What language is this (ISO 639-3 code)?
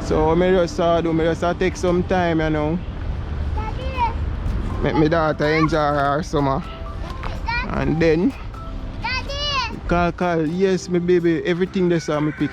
jam